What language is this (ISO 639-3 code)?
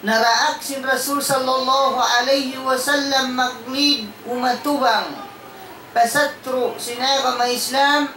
tsg